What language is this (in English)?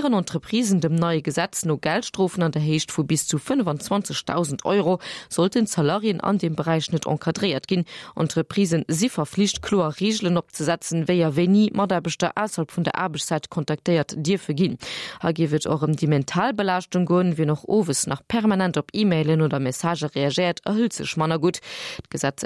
Luxembourgish